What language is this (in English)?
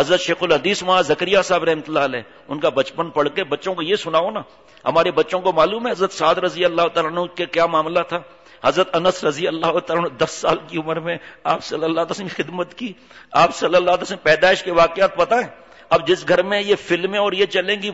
Urdu